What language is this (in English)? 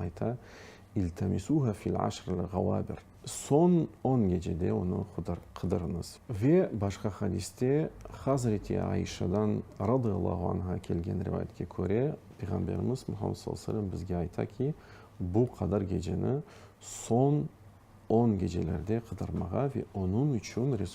Crimean Tatar